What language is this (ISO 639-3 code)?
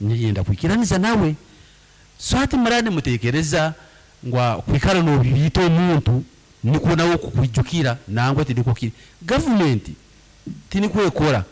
nyn